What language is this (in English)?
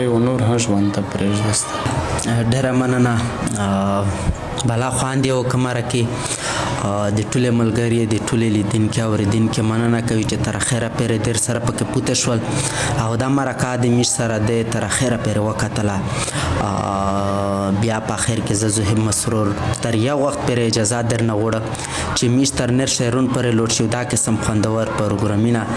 Pashto